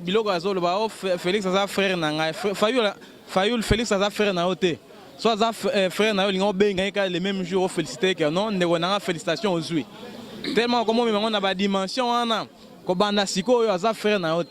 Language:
Lingala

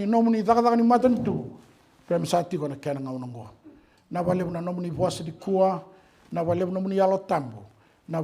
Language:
Fijian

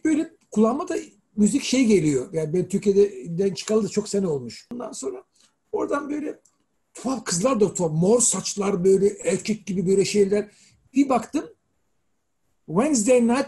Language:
Turkish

